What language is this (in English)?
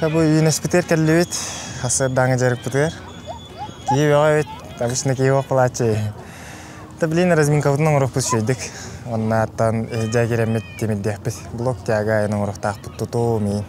Yakut